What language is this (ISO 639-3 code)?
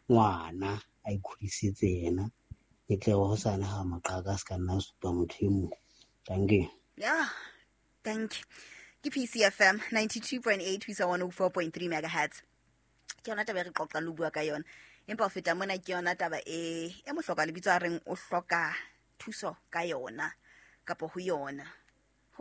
sot